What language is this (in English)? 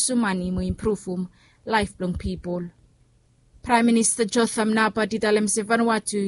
Bislama